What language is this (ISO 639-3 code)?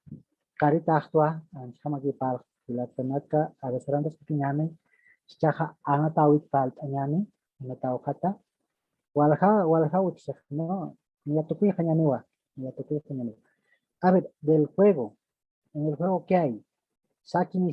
aym